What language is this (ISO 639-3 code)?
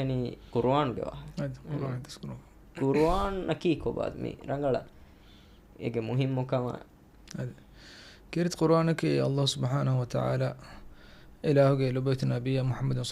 div